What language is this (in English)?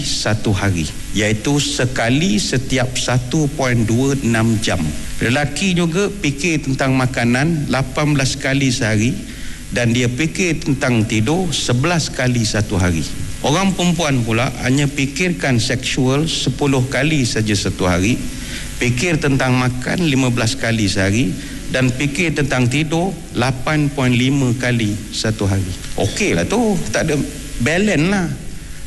Malay